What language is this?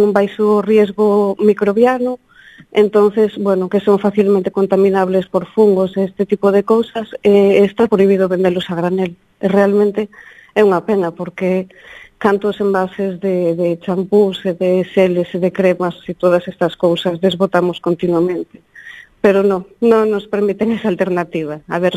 Galician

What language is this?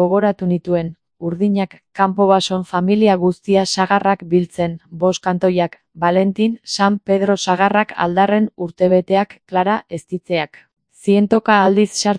Basque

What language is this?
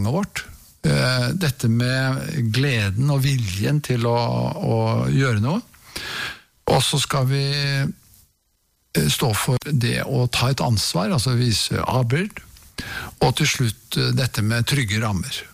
Norwegian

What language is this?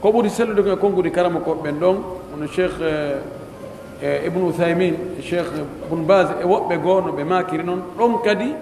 Pular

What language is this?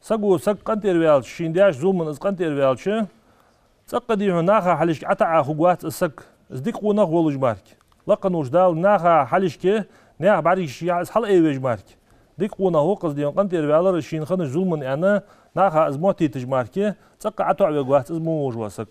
Ingush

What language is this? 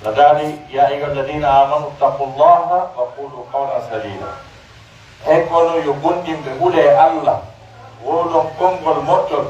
Pular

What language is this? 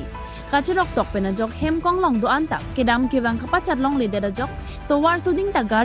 Karbi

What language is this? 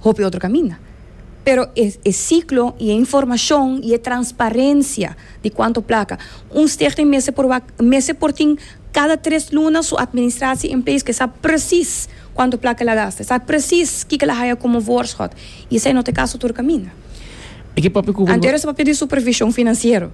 Papiamento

